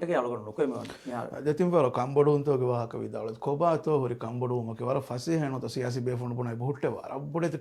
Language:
Divehi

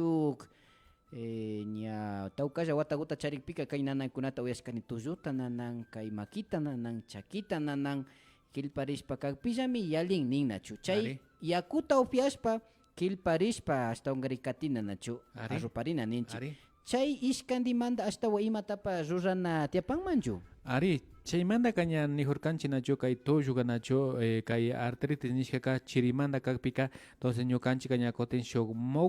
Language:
Imbabura Highland Quichua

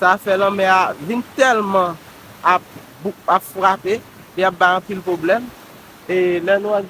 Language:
Haitian Creole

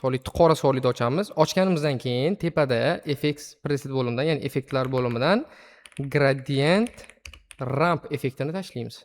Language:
Uzbek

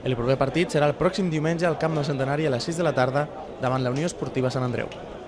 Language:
Catalan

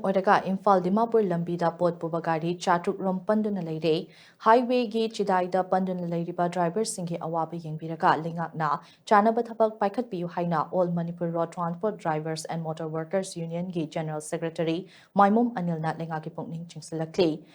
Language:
Manipuri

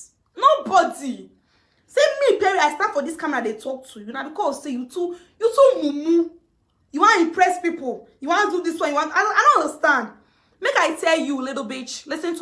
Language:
Nigerian Pidgin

